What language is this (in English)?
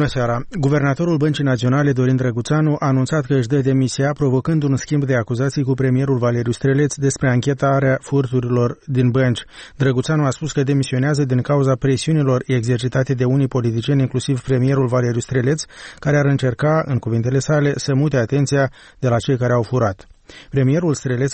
Romanian